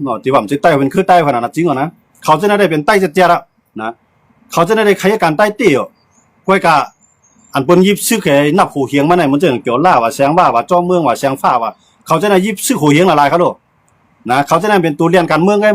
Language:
Shan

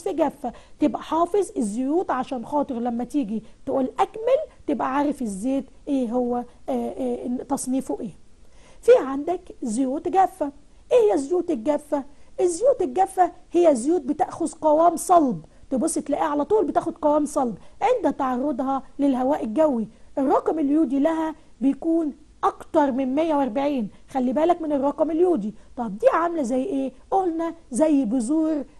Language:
Egyptian Arabic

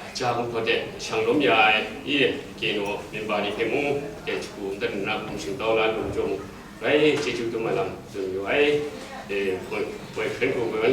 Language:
Kachin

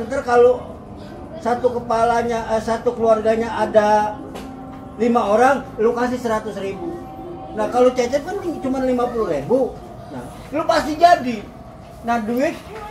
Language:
Betawi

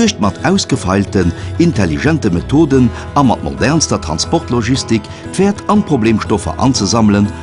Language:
Luxembourgish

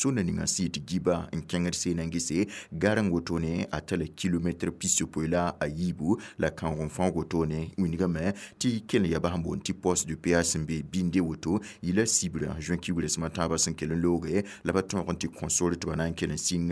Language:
Mossi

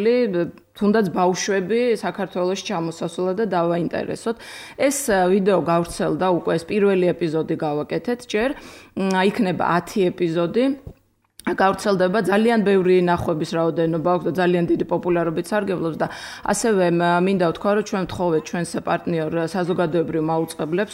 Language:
Georgian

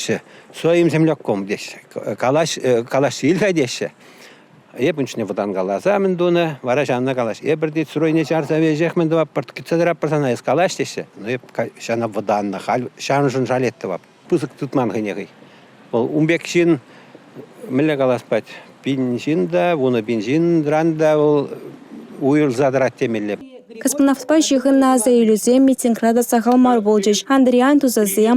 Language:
Chuvash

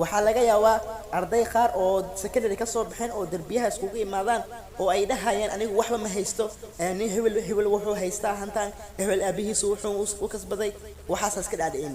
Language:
Somali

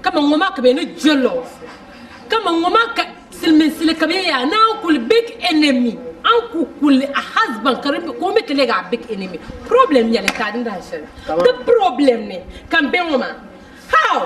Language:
Dagbani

